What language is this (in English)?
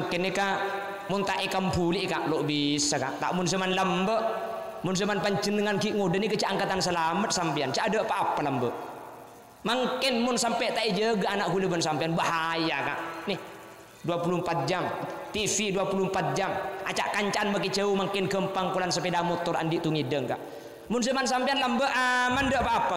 Madurese